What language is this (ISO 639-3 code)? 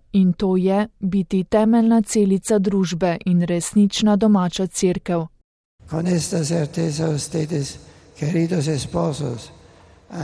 slv